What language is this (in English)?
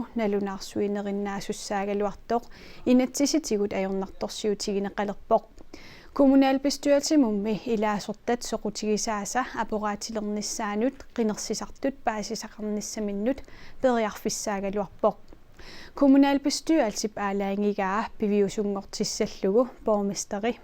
Kalaallisut